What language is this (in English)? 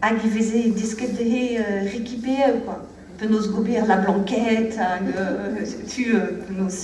Breton